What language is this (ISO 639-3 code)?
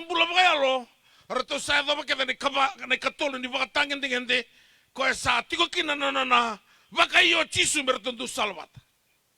fij